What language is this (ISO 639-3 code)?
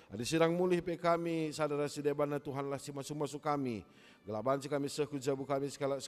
btx